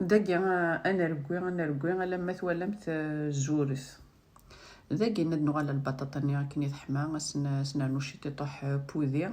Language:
Kabyle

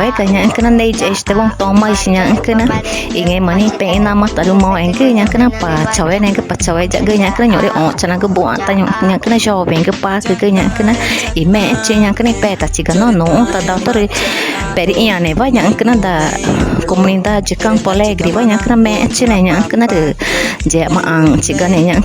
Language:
Ticuna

